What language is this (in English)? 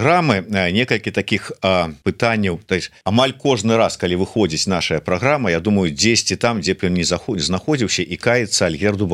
Belarusian